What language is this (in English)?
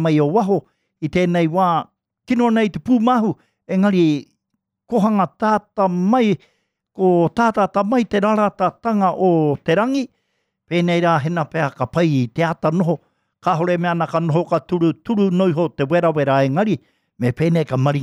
Māori